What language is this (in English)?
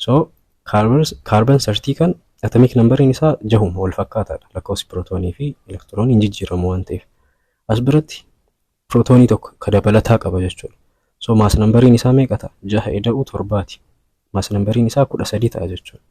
Oromo